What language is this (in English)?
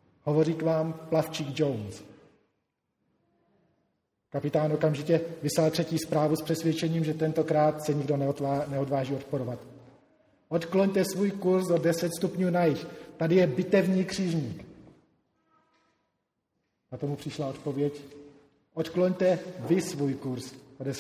Czech